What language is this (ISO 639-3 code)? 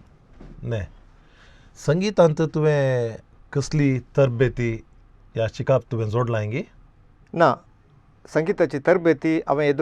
kok